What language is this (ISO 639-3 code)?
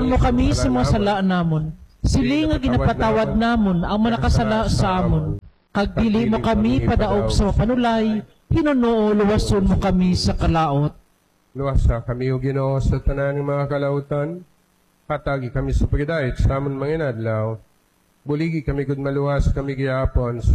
hil